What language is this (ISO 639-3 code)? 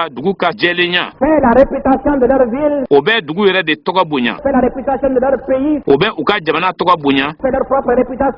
bam